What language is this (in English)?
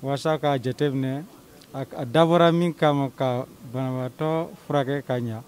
Bambara